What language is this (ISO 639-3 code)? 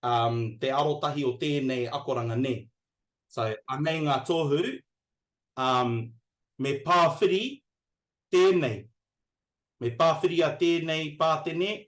mri